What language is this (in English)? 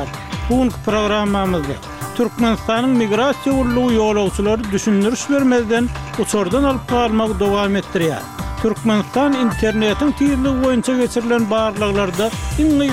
Turkmen